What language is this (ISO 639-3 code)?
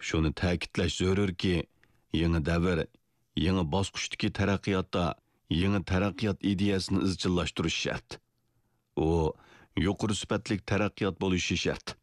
uig